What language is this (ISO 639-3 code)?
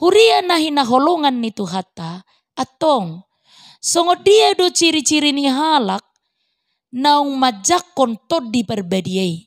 bbc